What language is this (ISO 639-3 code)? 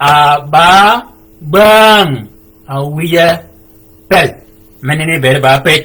shk